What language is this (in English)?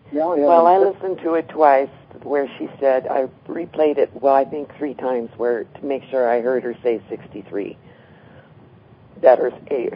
English